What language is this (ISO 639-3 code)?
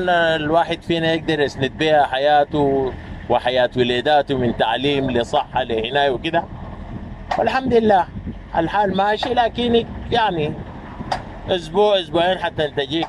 apd